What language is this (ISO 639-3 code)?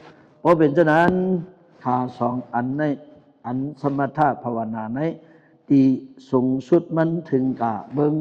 shn